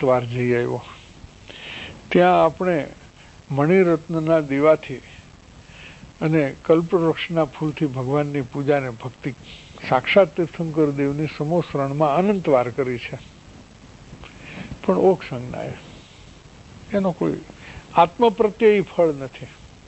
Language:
Gujarati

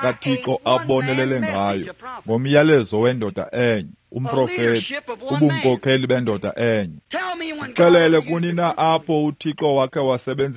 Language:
Xhosa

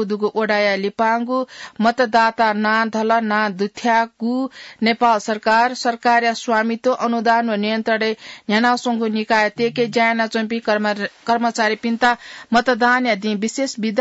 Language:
Newari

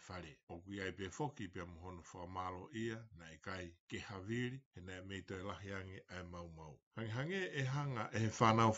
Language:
Tongan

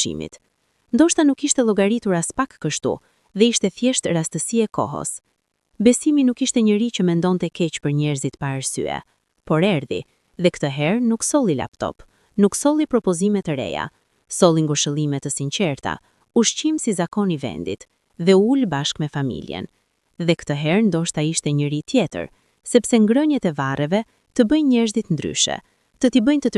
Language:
Albanian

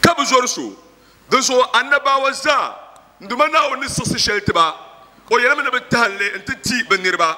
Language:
Dagbani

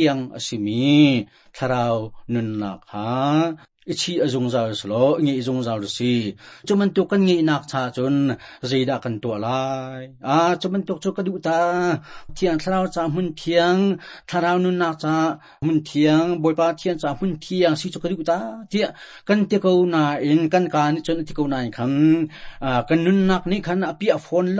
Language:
Hakha Chin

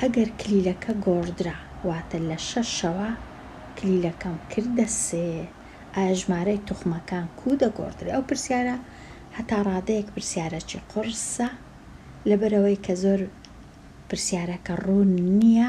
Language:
Central Kurdish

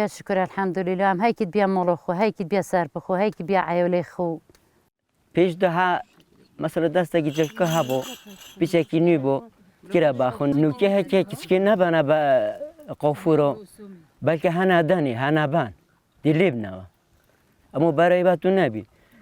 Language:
Kurdish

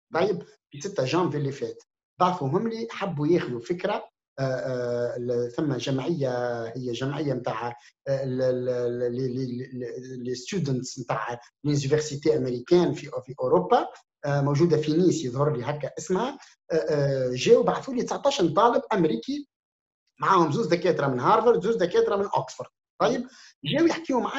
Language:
Tunisian Arabic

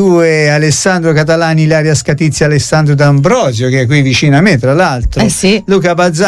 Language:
Italian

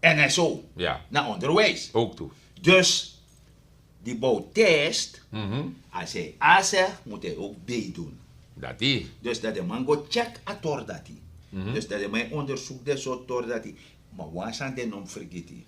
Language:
Sranan Tongo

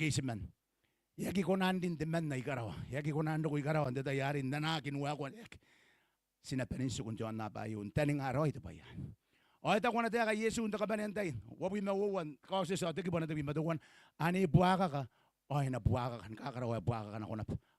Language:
Gilbertese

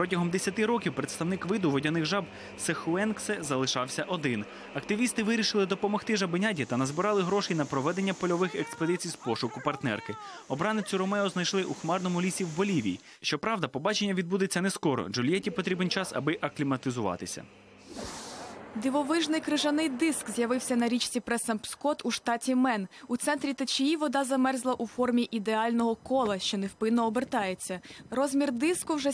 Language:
Ukrainian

